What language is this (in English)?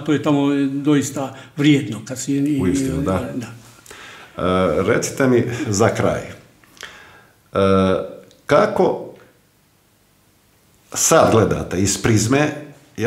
Croatian